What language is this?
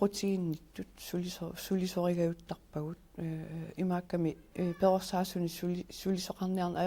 Kalaallisut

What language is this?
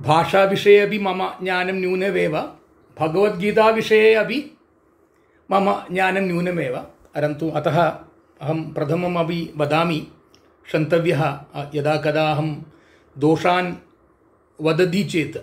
Sanskrit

